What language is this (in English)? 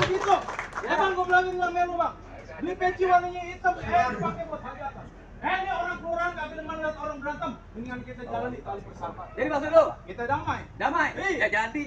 Betawi